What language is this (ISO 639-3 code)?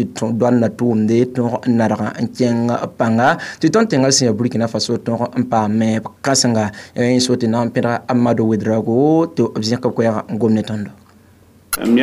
mos